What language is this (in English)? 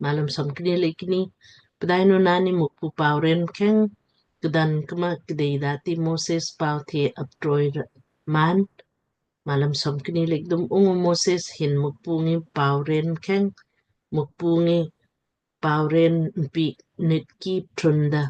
Lamkang